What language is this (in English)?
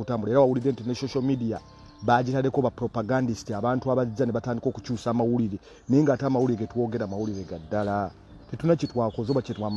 Ganda